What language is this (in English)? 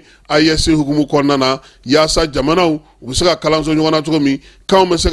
Bambara